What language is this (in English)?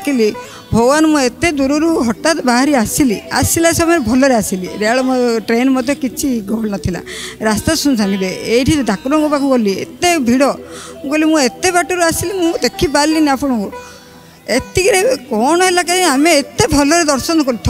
Odia